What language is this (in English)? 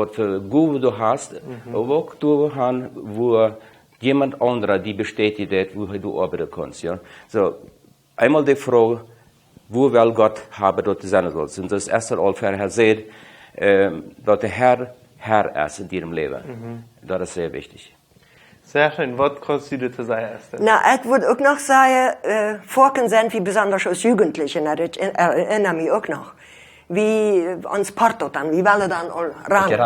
Plautdietsch